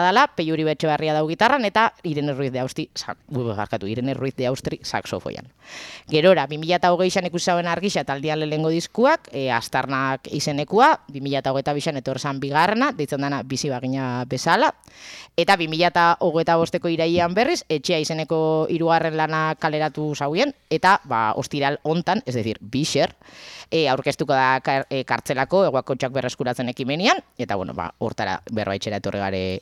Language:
Basque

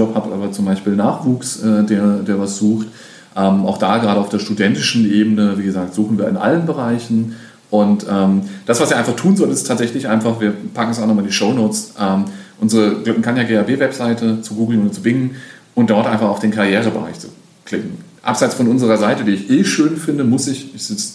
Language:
German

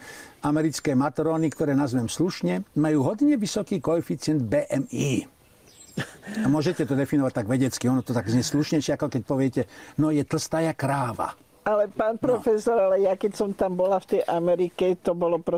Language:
Slovak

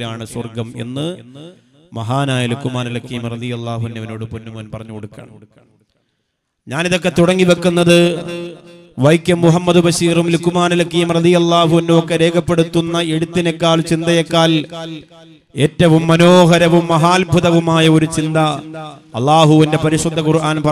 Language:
Malayalam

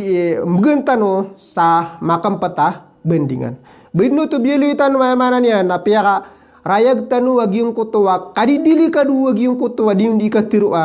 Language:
Maranao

